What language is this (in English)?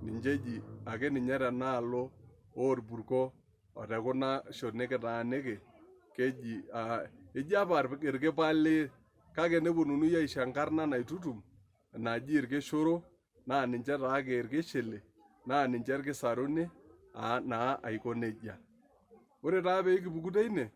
Masai